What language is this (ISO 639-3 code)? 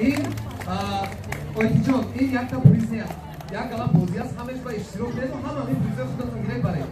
tgk